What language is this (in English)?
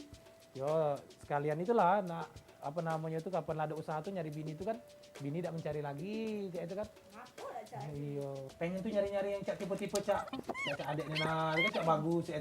Musi